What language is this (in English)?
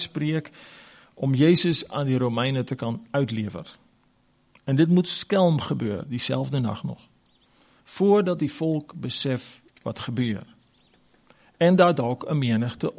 Afrikaans